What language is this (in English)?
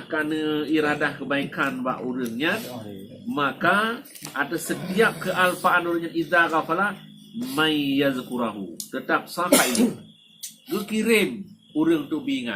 Achinese